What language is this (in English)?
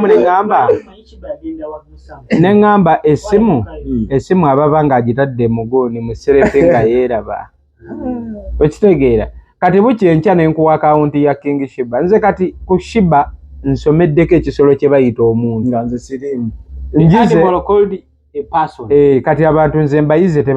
Ganda